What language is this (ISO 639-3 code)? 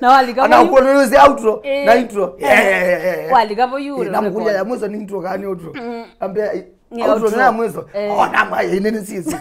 kam